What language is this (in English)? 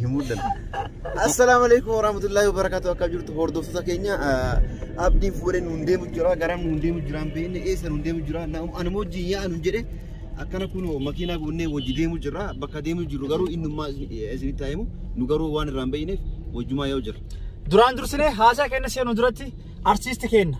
Oromo